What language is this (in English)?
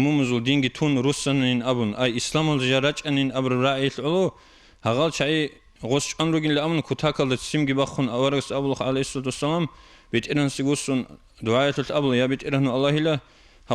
Avaric